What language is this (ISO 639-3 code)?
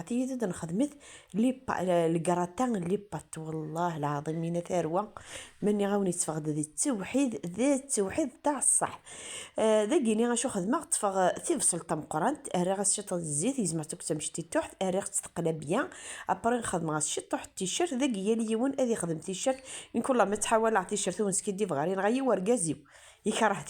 kab